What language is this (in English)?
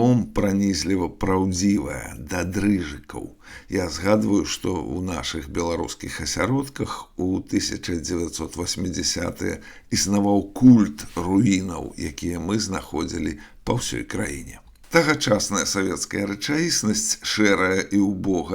Belarusian